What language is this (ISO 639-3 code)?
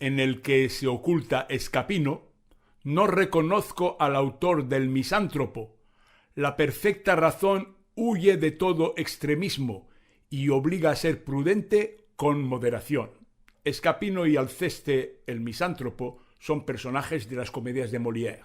lad